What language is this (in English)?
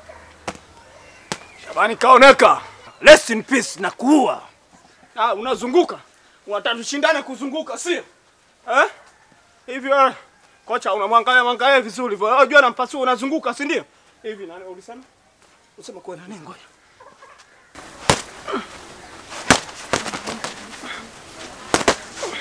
Swahili